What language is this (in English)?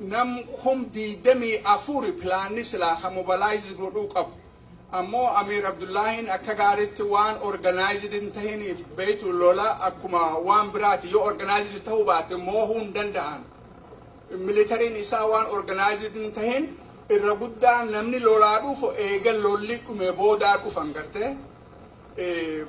Oromo